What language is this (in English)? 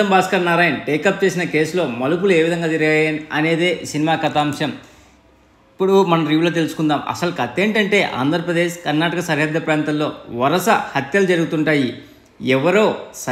Telugu